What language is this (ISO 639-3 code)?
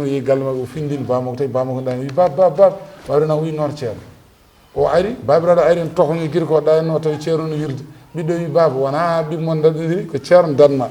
ful